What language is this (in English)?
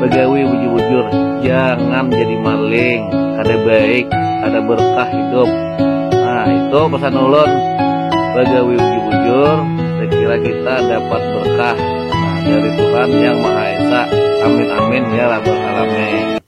Banjar